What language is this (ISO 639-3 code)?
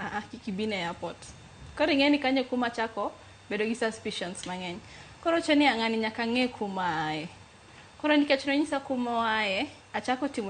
luo